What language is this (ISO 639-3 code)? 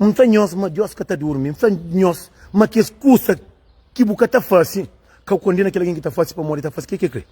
kea